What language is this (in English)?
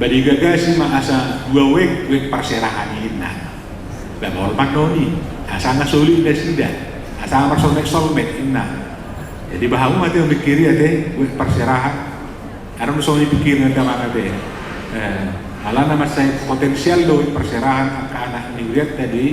Batak Toba